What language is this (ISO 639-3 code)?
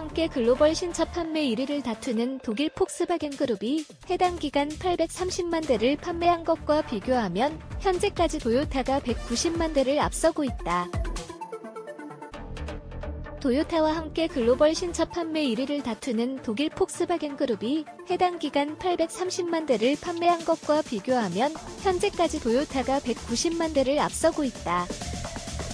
kor